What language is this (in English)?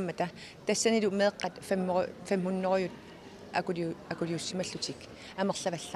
Kalaallisut